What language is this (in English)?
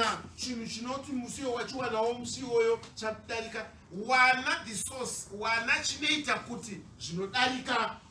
Shona